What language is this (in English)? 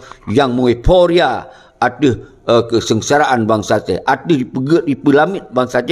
Achinese